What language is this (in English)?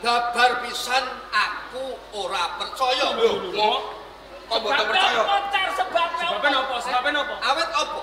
Javanese